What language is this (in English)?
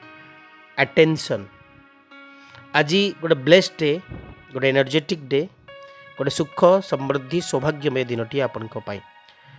Odia